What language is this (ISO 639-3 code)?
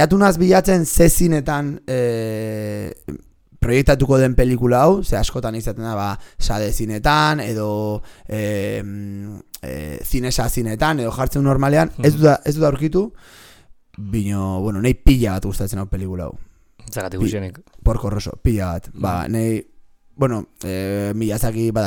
eus